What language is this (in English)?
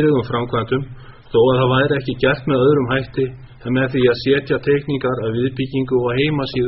Icelandic